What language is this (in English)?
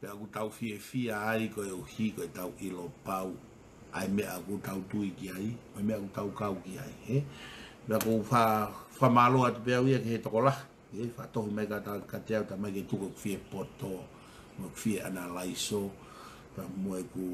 Tongan